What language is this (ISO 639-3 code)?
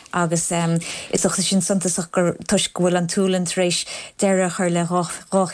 gle